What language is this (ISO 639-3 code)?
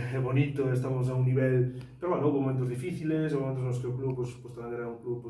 glg